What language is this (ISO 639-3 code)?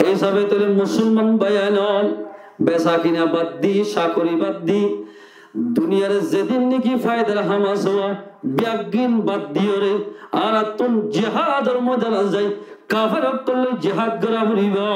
rhg